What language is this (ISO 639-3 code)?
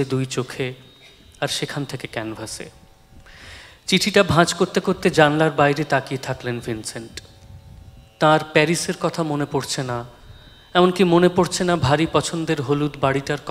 ben